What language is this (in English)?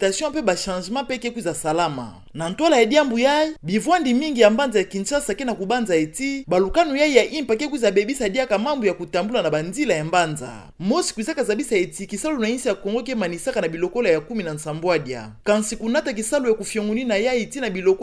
Kituba (Democratic Republic of Congo)